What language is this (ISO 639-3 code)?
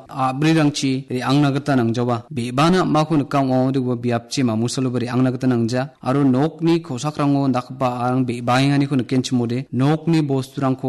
grt